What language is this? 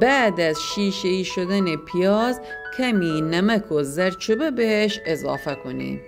Gilaki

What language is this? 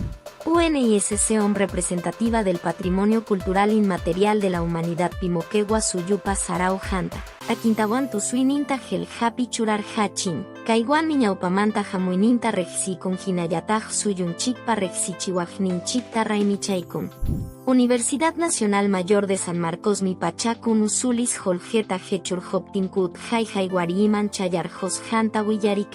Quechua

